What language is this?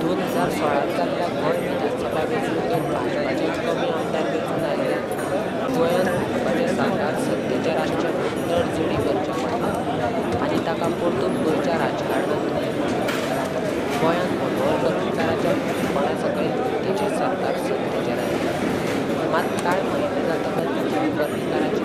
Konkani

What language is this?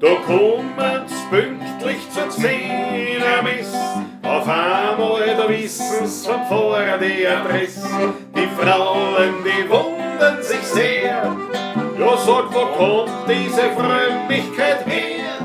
Bavarian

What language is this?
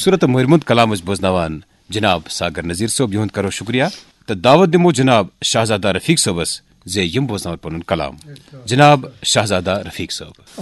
Kashmiri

